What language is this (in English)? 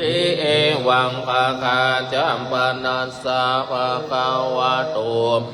Pali